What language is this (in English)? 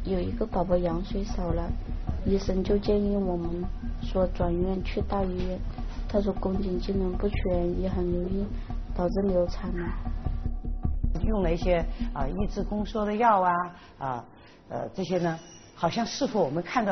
Chinese